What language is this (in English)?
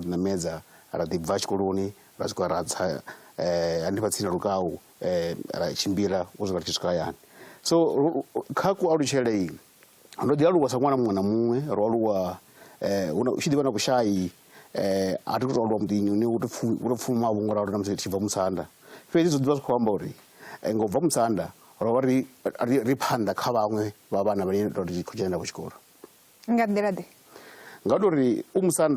Venda